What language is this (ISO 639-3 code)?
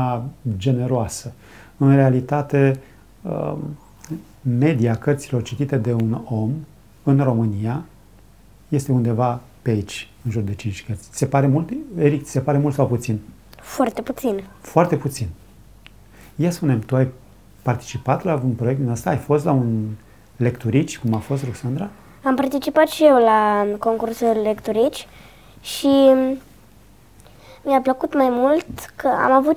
ron